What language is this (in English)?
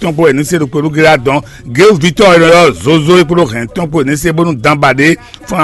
Fon